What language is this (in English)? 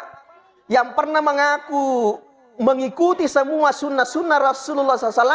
Buginese